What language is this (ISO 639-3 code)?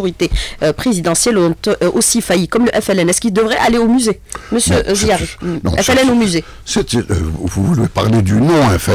fra